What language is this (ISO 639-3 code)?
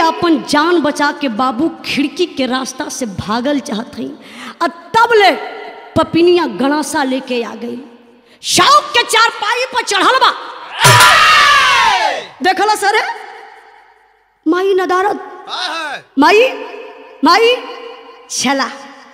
bho